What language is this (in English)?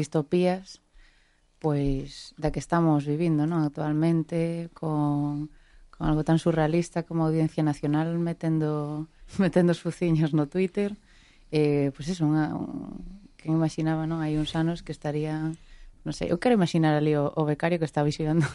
Galician